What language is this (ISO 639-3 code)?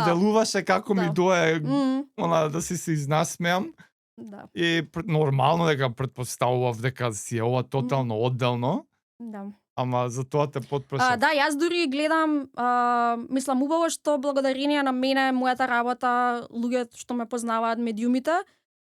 mkd